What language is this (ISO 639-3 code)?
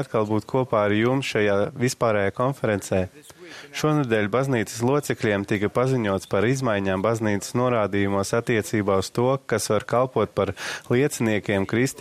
lav